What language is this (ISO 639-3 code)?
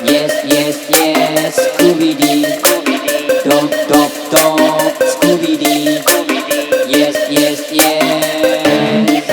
min